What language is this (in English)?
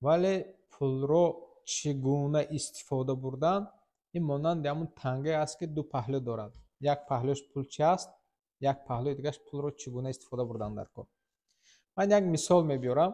Tajik